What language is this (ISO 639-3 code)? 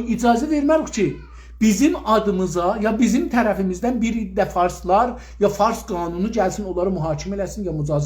azb